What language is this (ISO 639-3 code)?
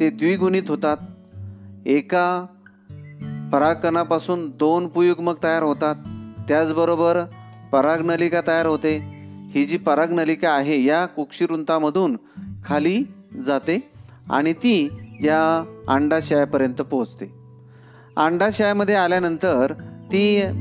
mar